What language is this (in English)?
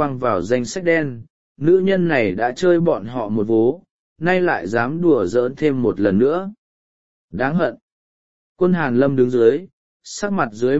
Vietnamese